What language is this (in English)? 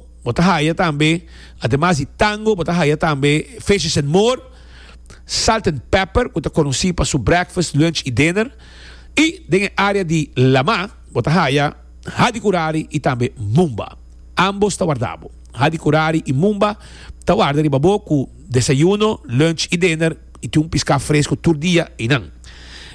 Papiamento